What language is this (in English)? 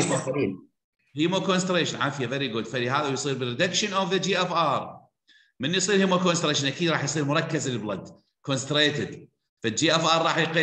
Mesopotamian Arabic